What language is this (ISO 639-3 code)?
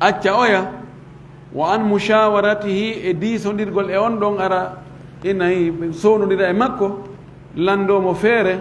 ful